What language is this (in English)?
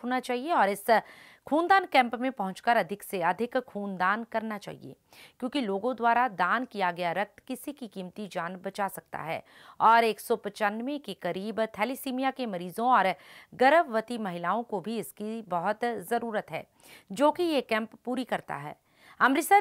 Hindi